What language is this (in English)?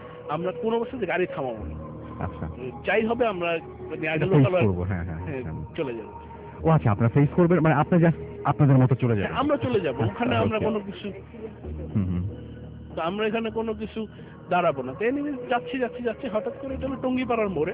Bangla